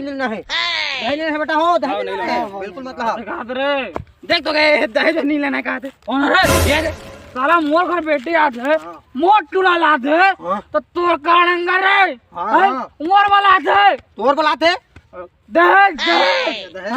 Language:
Chhattisgarhi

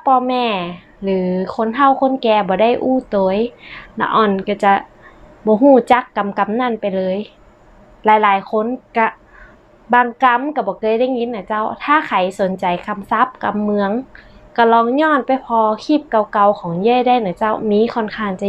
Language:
Northern Thai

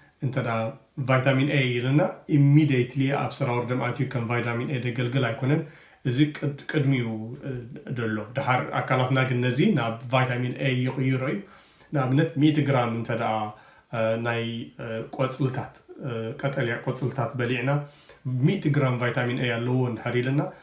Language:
Tigrinya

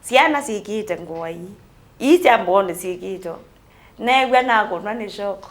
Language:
Kamba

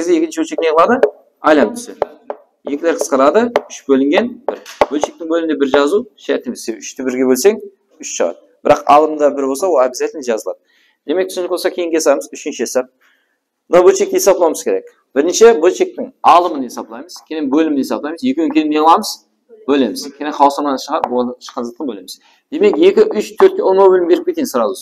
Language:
Kara-Kalpak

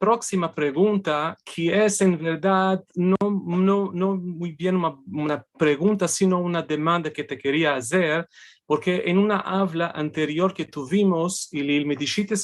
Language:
Ladino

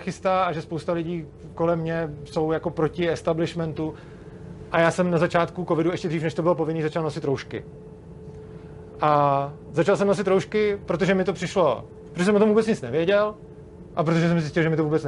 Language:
Czech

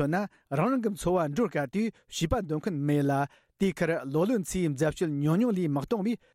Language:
Tibetan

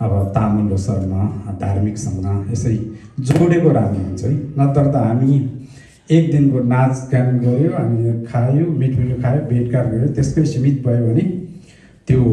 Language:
Nepali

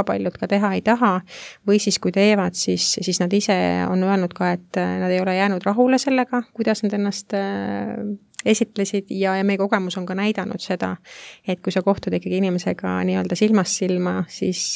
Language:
Estonian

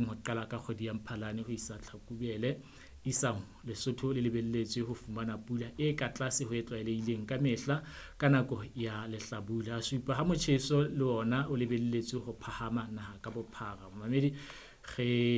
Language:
Southern Sotho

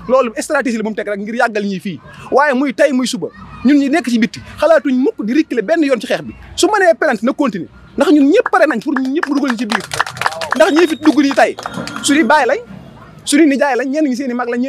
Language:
Wolof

